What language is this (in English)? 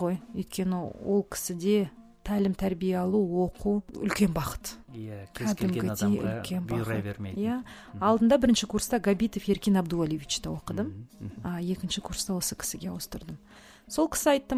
Kazakh